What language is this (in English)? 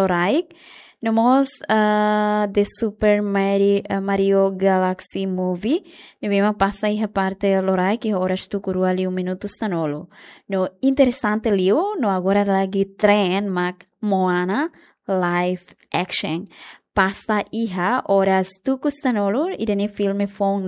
Tetum